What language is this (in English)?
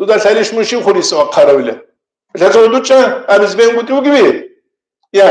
Avaric